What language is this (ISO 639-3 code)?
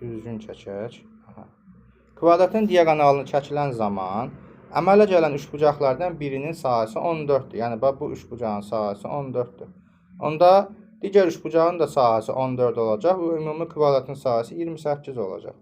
aze